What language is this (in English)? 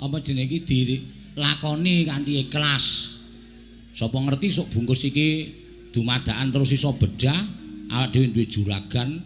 Javanese